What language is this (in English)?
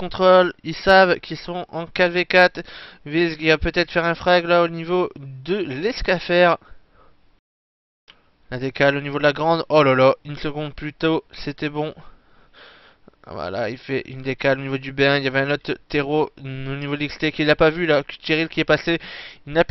French